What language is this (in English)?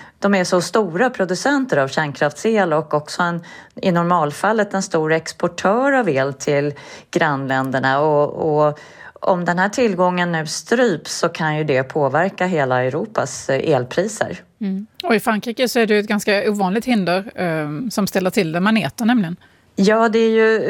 Swedish